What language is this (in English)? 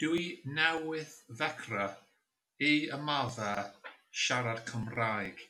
Welsh